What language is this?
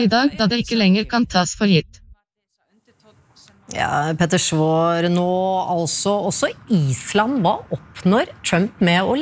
Norwegian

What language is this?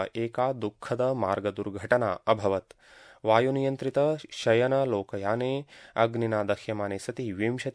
Sanskrit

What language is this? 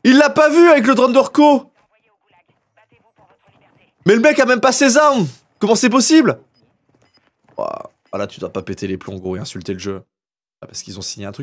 French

